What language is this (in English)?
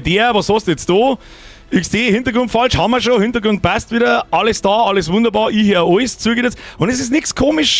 Bavarian